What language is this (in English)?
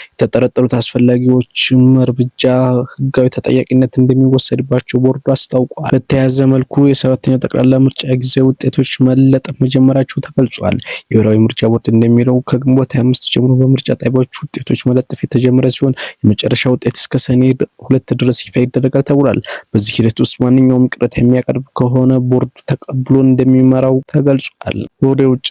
Amharic